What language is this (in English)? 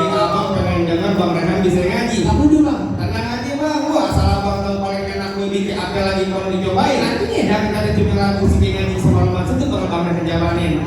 Betawi